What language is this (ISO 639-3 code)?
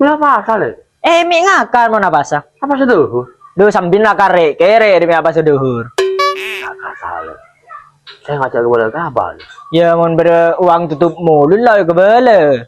mad